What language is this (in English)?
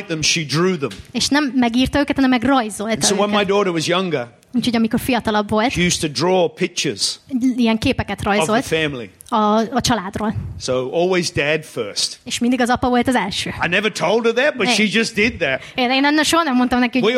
Hungarian